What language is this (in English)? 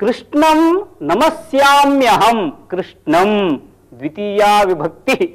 Sanskrit